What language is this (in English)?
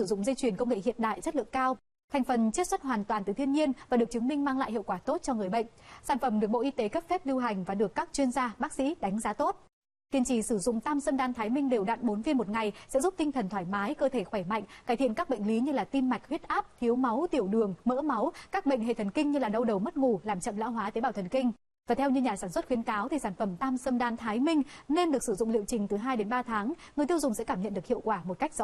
Vietnamese